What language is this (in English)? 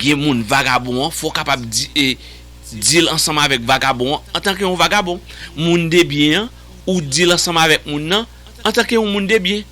Haitian Creole